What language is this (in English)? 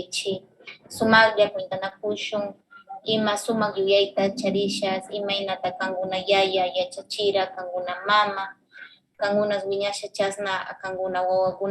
Northern Pastaza Quichua